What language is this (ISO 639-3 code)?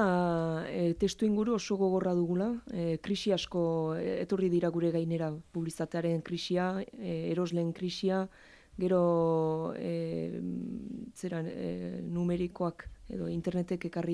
eus